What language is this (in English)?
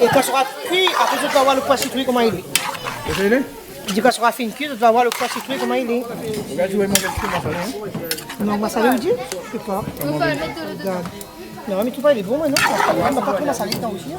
Réunion Creole French